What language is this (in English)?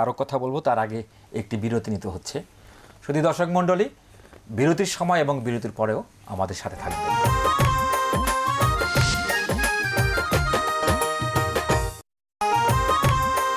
Bangla